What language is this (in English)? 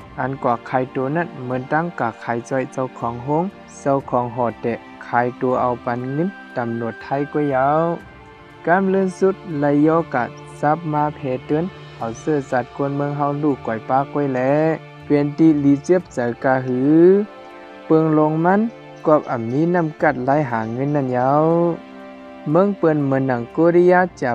Shan